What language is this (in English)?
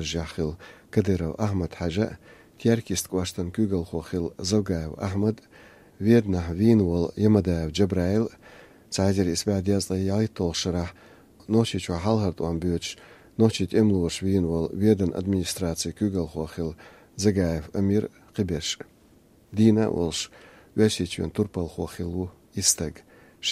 Chechen